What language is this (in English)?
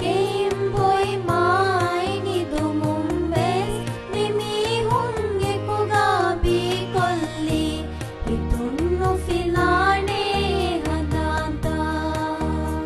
Divehi